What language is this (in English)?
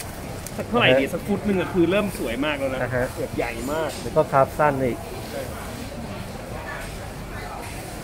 Thai